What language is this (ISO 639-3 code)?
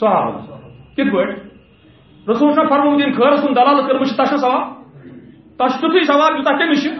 kas